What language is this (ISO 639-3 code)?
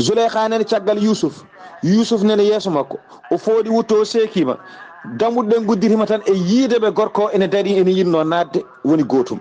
ful